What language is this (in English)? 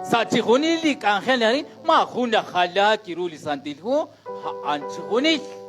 Kekchí